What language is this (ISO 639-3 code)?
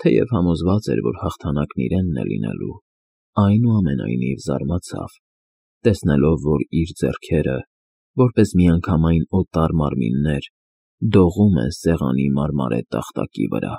hye